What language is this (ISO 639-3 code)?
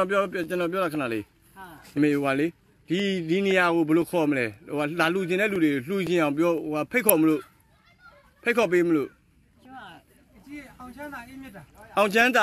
mya